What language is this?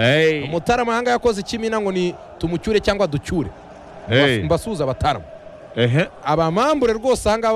Kinyarwanda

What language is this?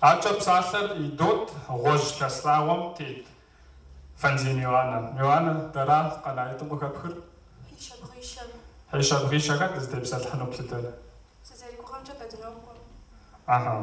Kabardian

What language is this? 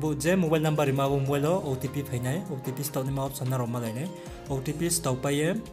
Riang (India)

